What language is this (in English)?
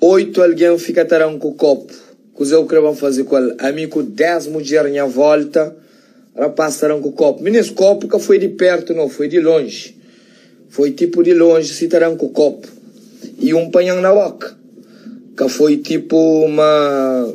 Kabuverdianu